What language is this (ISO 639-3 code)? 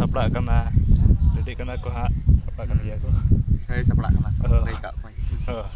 sat